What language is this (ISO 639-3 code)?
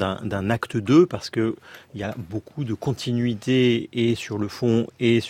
fra